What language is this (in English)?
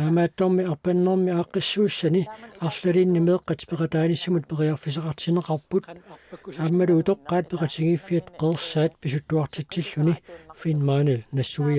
Kalaallisut